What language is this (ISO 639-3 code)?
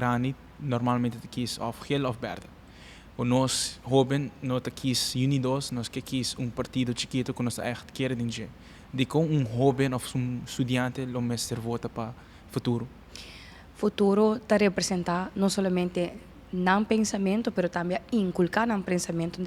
pap